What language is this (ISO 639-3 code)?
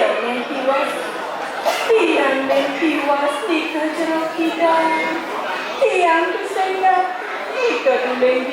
ban